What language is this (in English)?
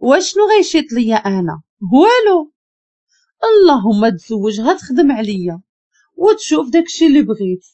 Moroccan Arabic